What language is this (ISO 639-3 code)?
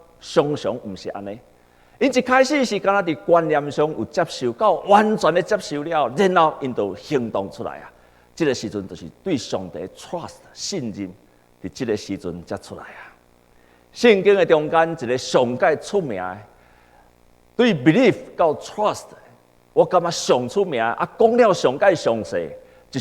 nan